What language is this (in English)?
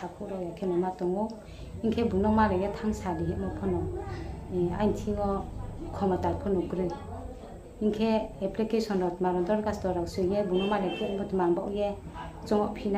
Riang (India)